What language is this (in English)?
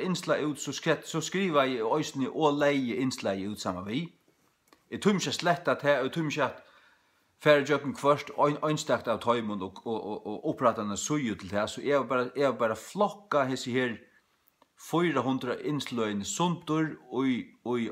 Faroese